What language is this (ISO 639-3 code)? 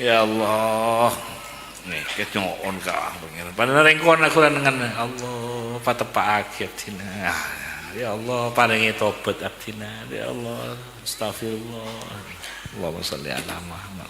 mad